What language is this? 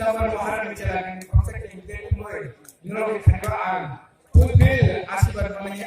Riang (India)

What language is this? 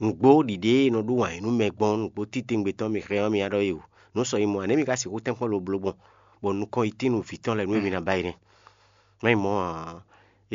Fon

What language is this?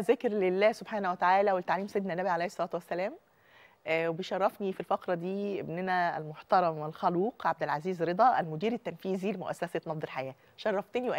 Egyptian Arabic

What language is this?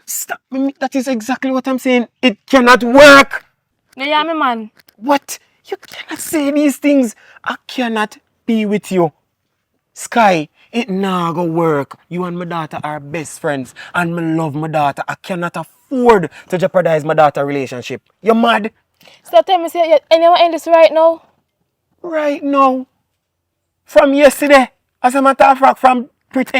Jamaican Creole English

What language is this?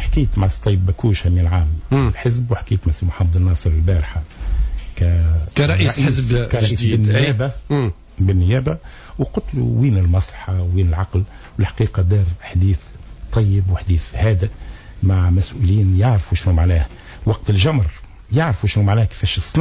Tunisian Arabic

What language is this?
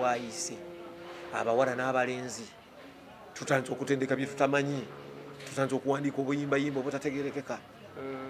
Ganda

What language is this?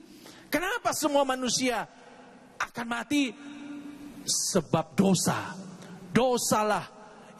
Indonesian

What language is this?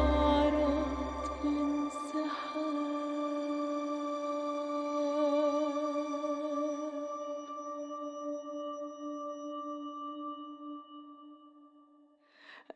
Arabic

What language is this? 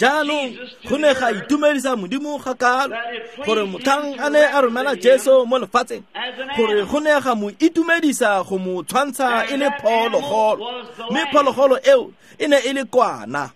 Tswana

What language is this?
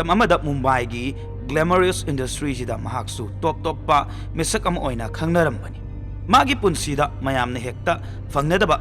Manipuri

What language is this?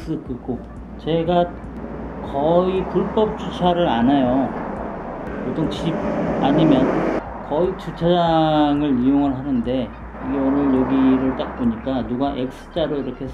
Korean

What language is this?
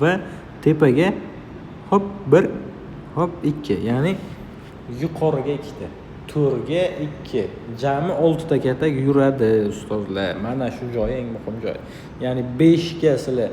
Uzbek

